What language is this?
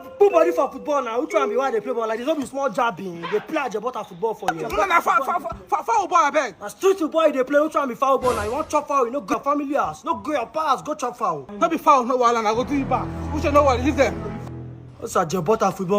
Nigerian Pidgin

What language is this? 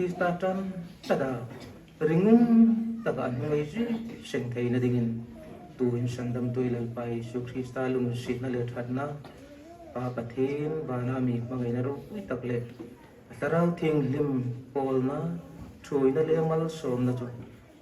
Hmar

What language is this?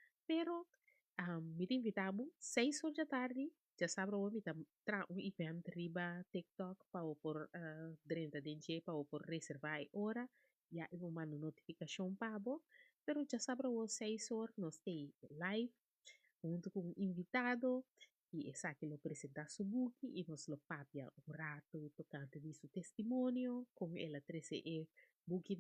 Papiamento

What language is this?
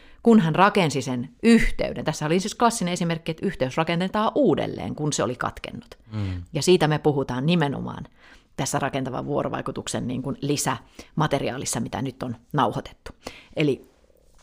Finnish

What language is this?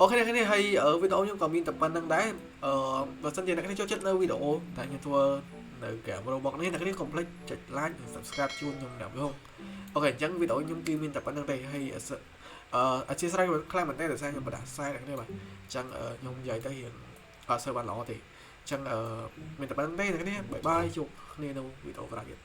Khmer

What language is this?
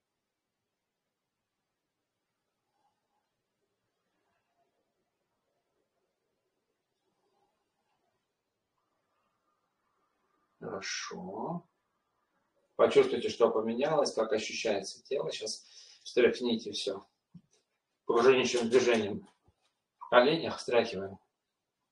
Russian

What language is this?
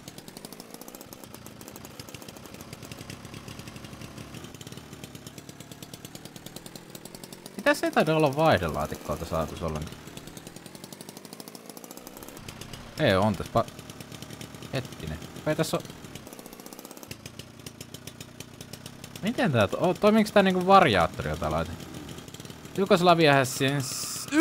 Finnish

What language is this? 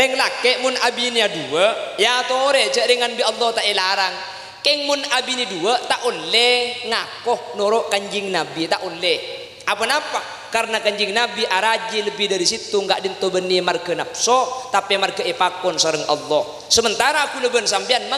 Madurese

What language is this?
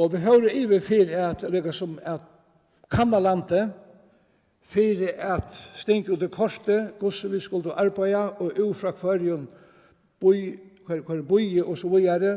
Faroese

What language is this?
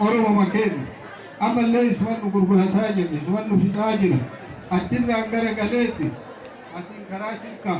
Oromo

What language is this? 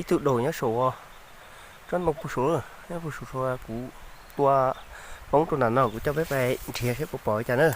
Hmong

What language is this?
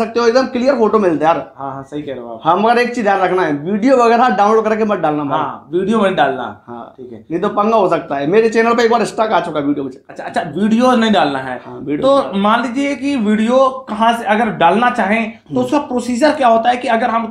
Hindi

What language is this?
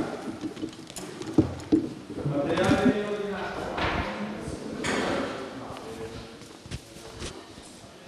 Italian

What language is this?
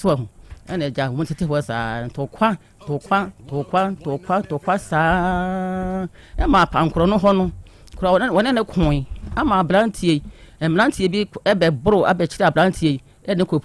Akan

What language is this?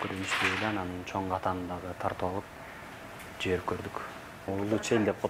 Kyrgyz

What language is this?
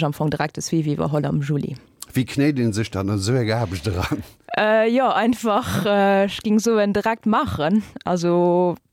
Luxembourgish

